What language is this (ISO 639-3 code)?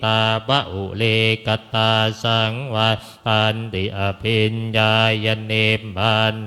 pli